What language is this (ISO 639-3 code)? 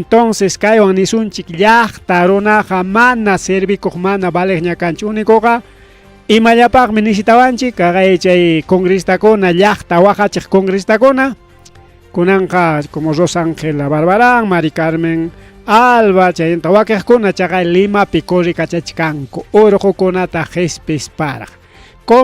quy